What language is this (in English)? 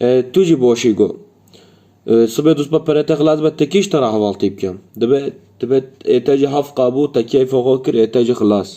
Kurdish